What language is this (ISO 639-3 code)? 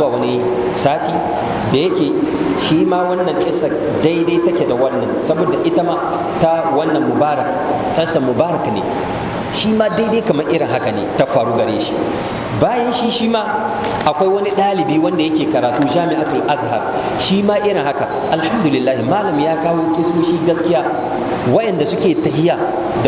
hau